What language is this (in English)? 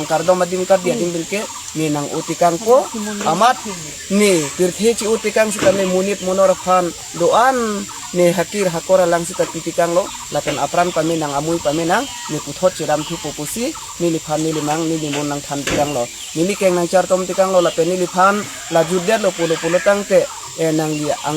Karbi